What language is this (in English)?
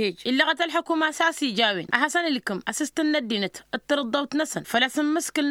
Tamasheq